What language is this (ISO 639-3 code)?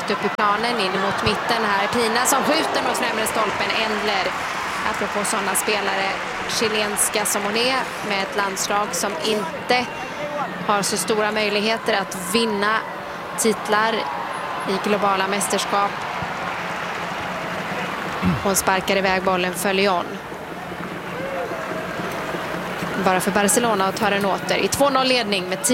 swe